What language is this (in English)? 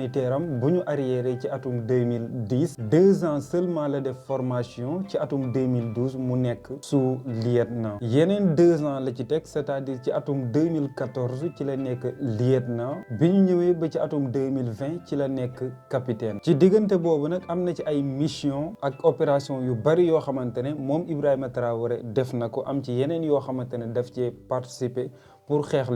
Wolof